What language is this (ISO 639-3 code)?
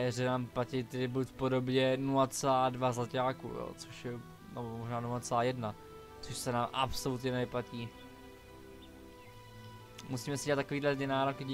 ces